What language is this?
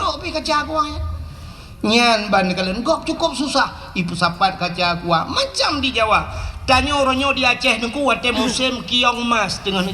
Achinese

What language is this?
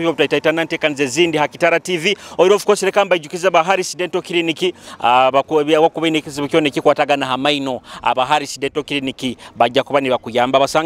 Nyoro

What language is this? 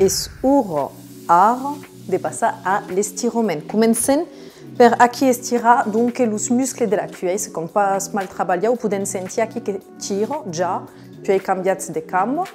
Occitan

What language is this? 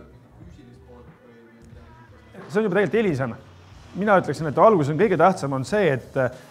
Estonian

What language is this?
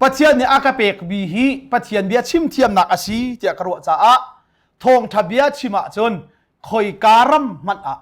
Hakha Chin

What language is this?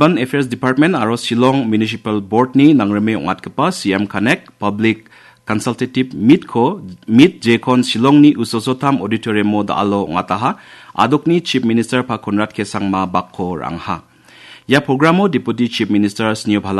Garo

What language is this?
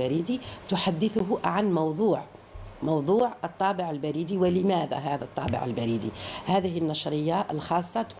Arabic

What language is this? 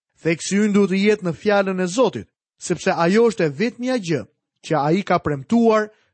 Albanian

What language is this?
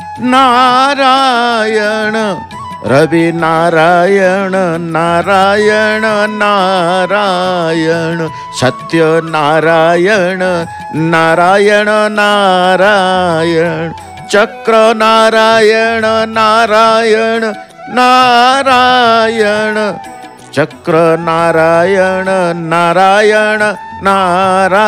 Odia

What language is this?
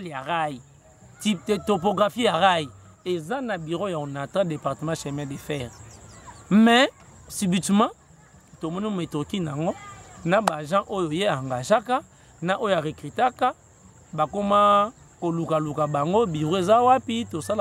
Lingala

